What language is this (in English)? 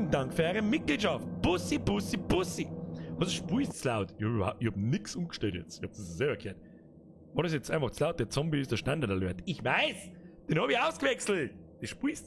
Bavarian